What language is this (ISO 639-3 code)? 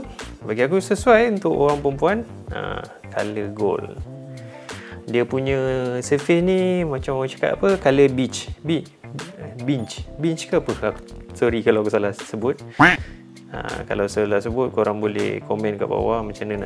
msa